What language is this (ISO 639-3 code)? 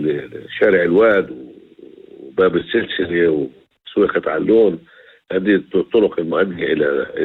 apc